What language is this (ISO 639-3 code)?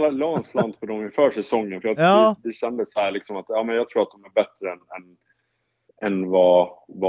swe